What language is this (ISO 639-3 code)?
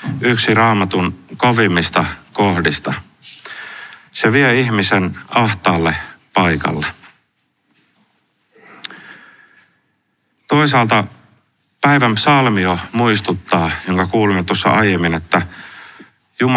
fin